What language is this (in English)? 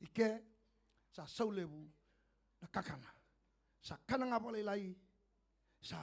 Fijian